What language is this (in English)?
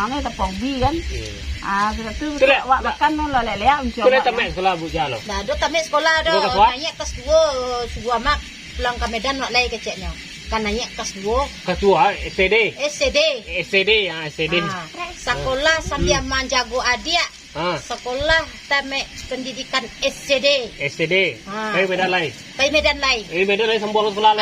Minangkabau